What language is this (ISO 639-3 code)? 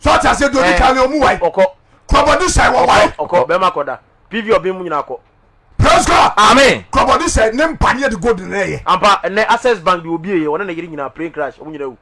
aka